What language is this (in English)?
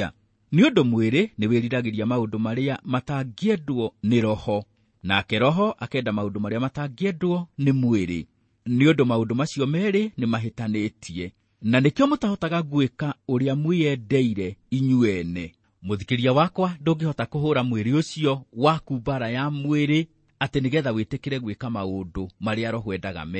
Kikuyu